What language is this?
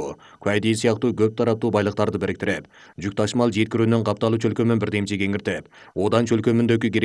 Kyrgyz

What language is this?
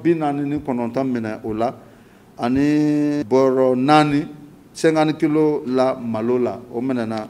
Bambara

